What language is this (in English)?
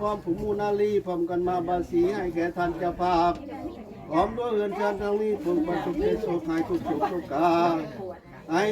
Northeastern Thai